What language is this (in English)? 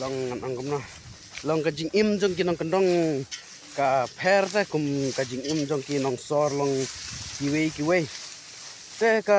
Khasi